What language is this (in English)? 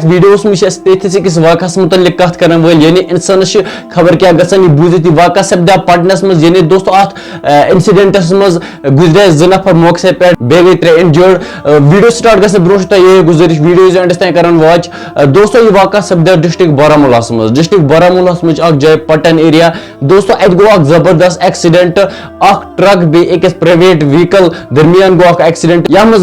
Kashmiri